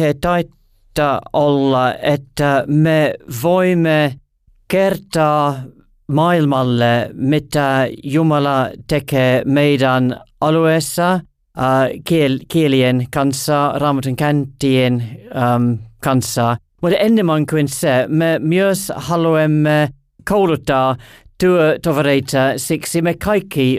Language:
Finnish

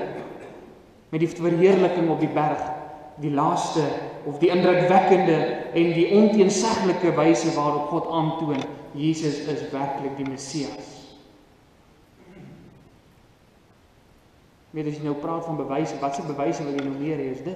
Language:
Afrikaans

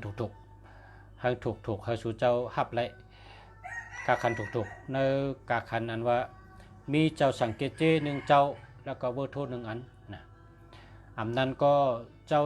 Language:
Shan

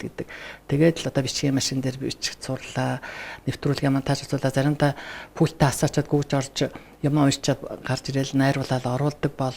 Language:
Mongolian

